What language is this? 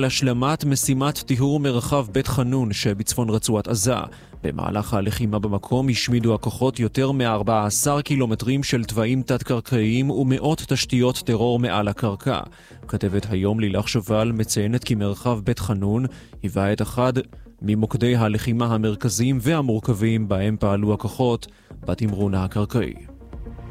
Hebrew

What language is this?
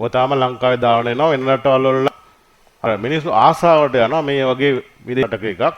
Sinhala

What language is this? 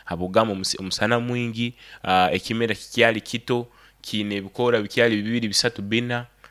Nyoro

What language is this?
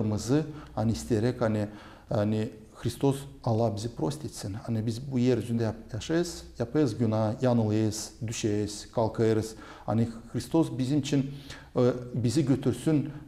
Gagauz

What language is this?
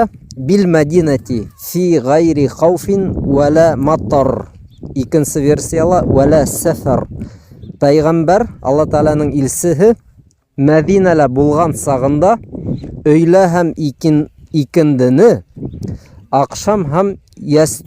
Bashkir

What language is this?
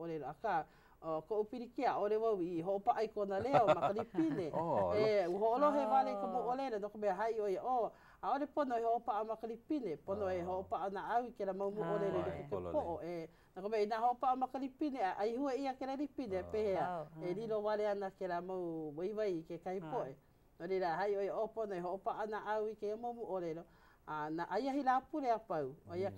Hawaiian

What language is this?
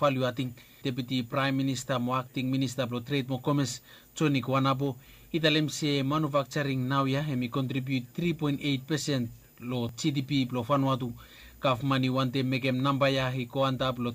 Bislama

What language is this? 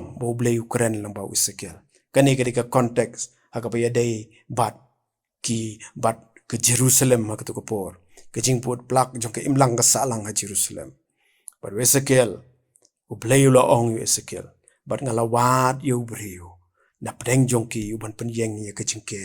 Khasi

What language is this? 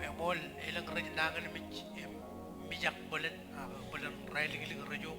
Marshallese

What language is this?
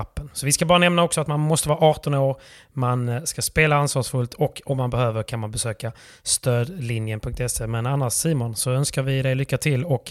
Swedish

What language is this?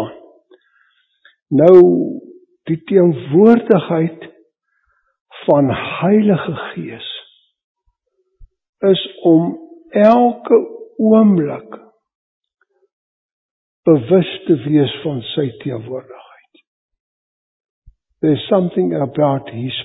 Afrikaans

